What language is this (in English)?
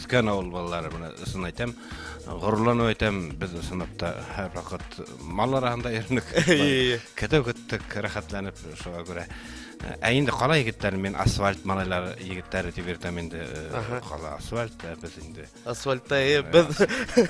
Bashkir